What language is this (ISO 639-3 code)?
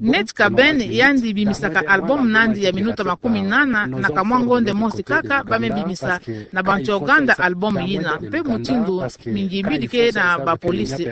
ktu